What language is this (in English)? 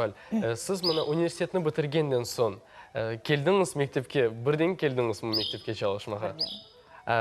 Crimean Tatar